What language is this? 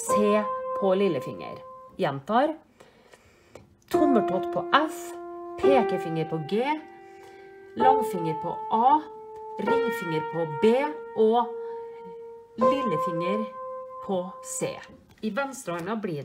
Norwegian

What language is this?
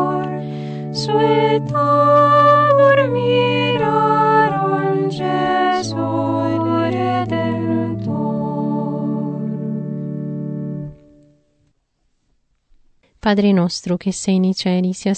Italian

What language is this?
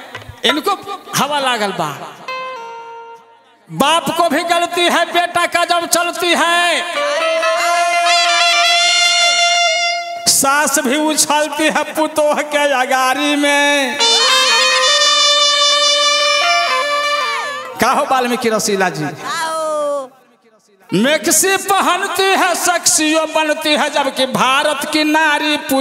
Bhojpuri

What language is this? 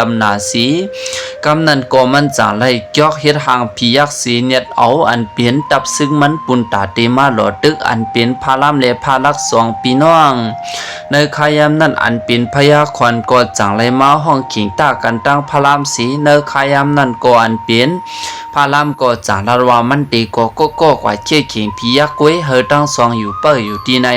Shan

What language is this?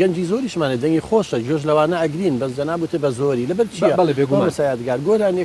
Central Kurdish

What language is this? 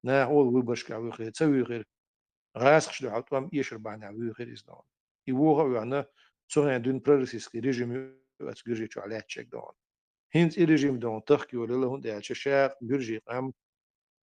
Chechen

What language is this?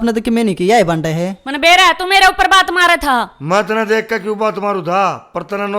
Haryanvi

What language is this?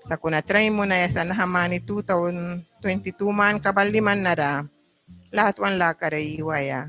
Mískito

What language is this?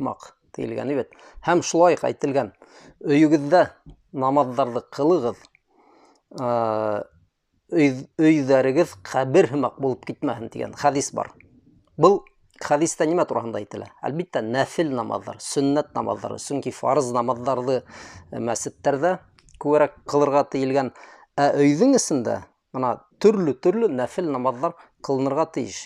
Bashkir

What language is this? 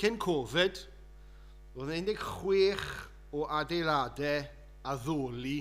Welsh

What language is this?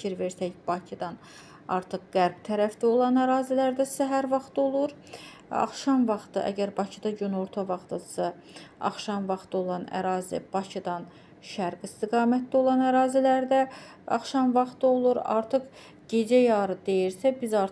Azerbaijani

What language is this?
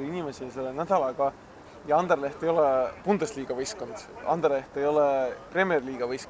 Estonian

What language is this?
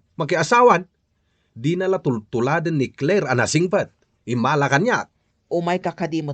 Iloko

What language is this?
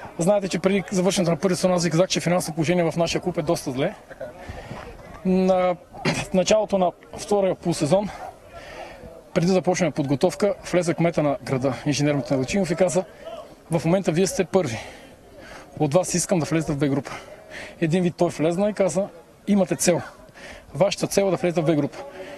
Bulgarian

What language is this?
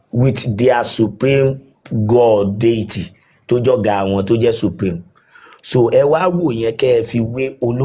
Yoruba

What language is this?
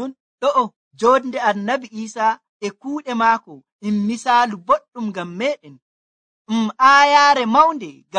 Nigerian Fulfulde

